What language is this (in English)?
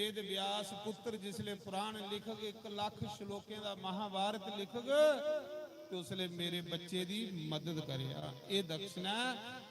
Dogri